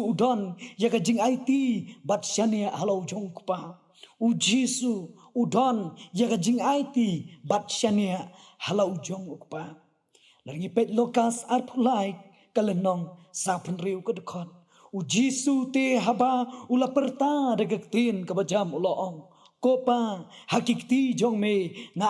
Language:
Khasi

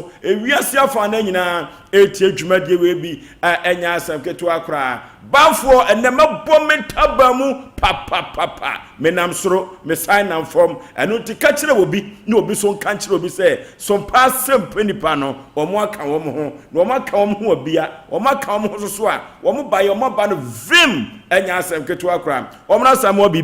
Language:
Akan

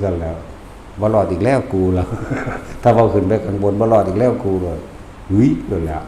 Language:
Northeastern Thai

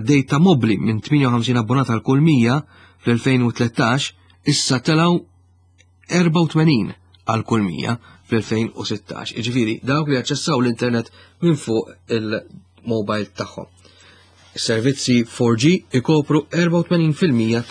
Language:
Maltese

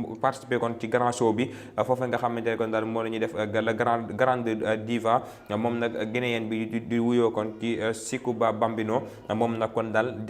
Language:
Wolof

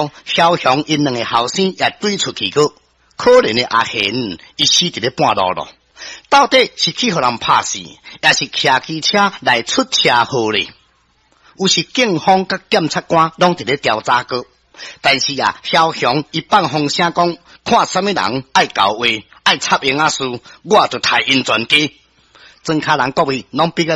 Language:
Min Nan Chinese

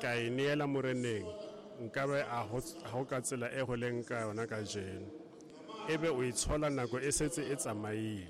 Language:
Southern Sotho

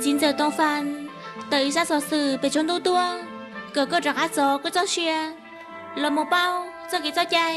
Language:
Hmong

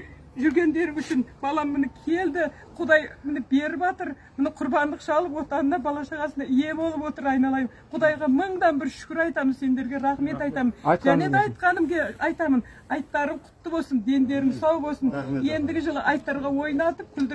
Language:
Kazakh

